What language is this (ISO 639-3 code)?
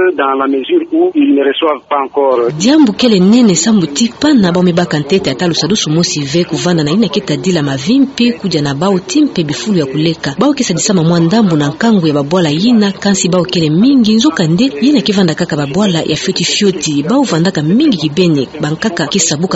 ktu